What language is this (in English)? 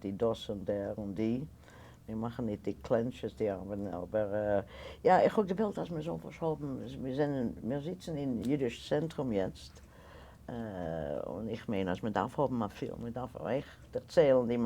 Yiddish